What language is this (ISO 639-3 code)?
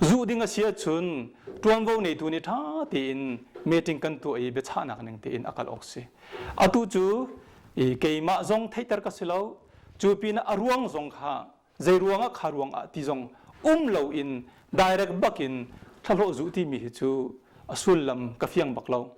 cnh